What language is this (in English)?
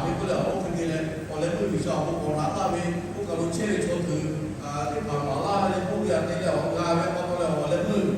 Lahu